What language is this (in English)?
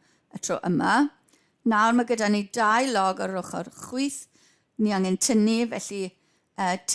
Welsh